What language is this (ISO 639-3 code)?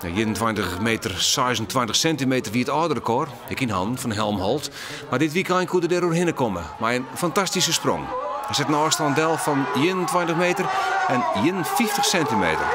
fry